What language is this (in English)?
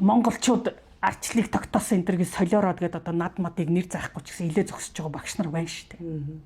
Mongolian